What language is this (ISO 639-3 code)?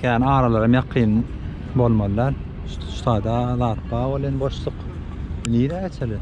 tuk